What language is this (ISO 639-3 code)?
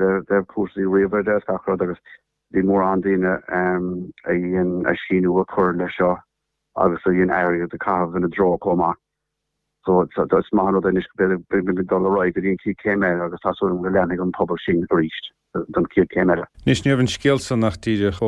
gle